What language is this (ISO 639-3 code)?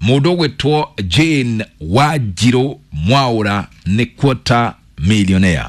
kik